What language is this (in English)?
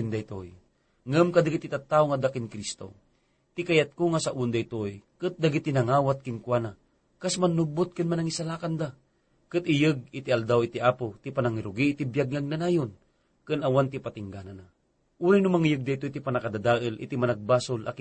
Iloko